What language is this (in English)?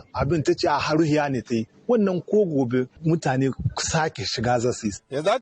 Hausa